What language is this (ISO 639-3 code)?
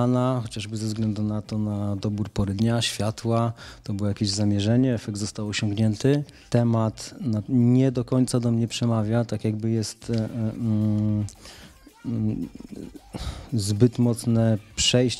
pol